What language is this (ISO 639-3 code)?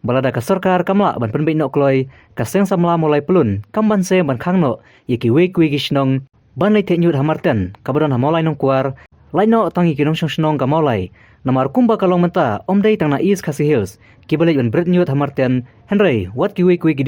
kha